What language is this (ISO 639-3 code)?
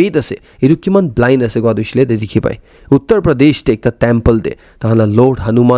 nag